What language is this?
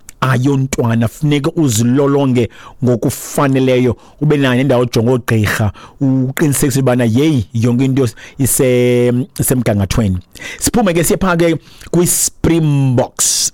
Xhosa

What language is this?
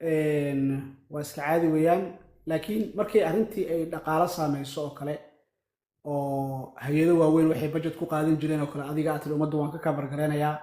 Somali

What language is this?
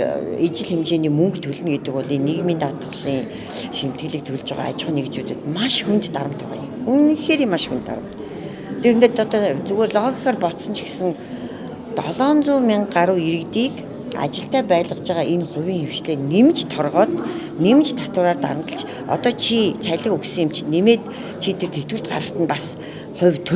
Mongolian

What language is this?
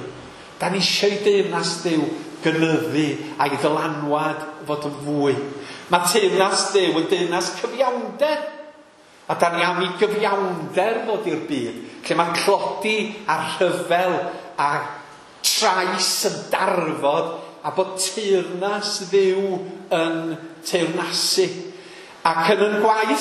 Welsh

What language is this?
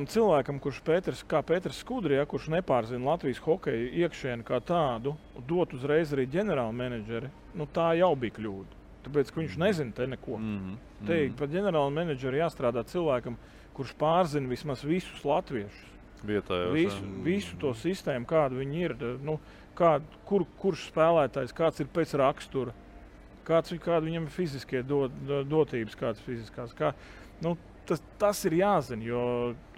Latvian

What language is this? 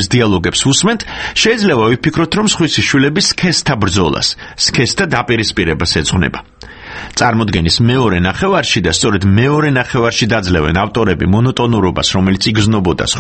Georgian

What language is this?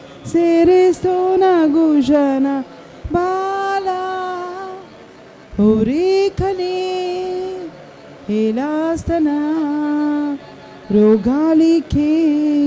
Tem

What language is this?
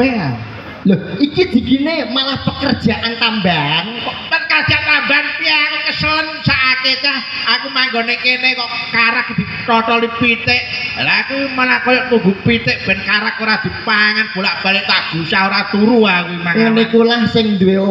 Javanese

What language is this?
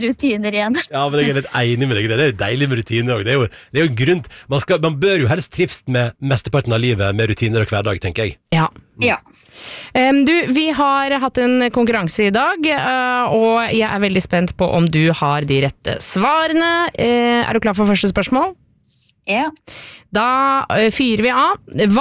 Norwegian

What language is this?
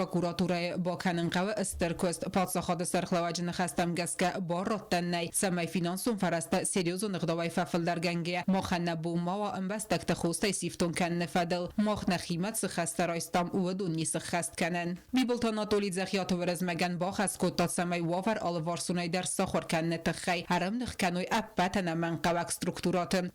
Ossetic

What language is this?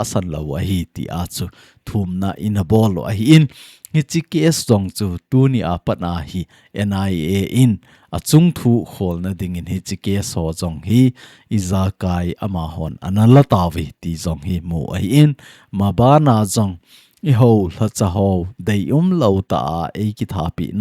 Thado Chin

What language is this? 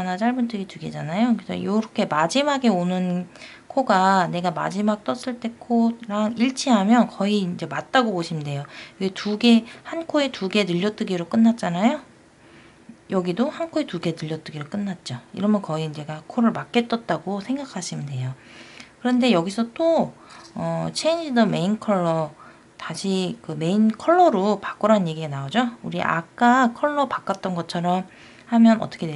Korean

